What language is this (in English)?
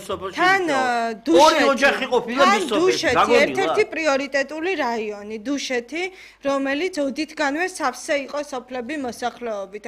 Georgian